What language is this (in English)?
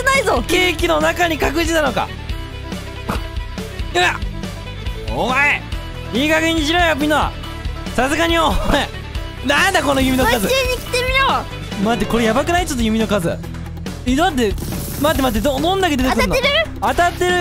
Japanese